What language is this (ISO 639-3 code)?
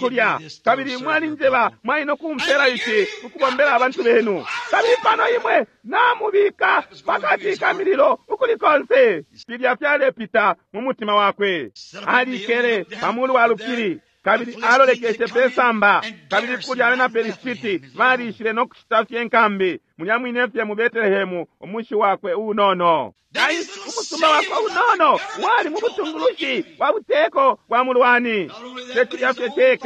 bem